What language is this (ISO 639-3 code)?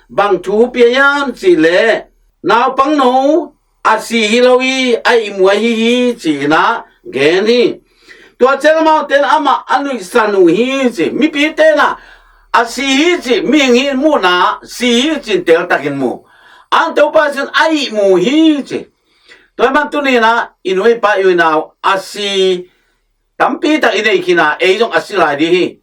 ctd